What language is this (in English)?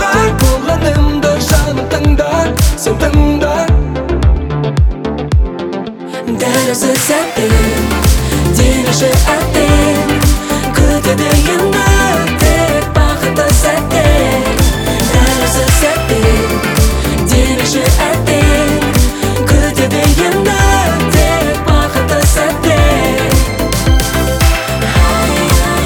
Kazakh